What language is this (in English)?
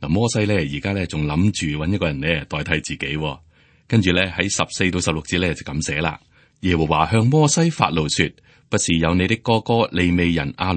Cantonese